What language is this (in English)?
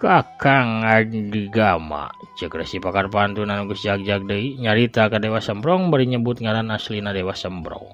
Sundanese